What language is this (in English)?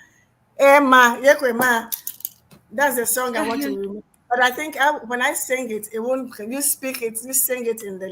Ewe